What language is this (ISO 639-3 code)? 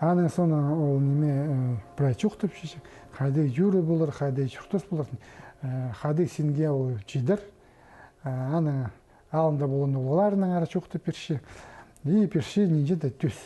kjh